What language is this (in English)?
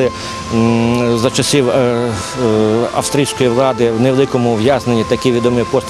Ukrainian